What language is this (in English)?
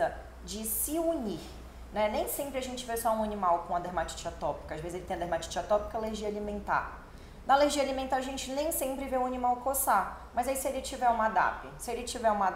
Portuguese